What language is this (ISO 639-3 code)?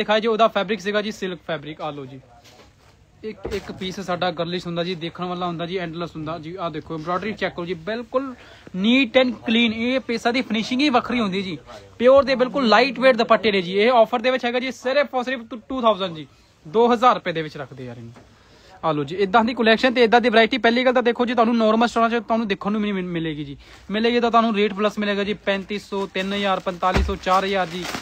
pan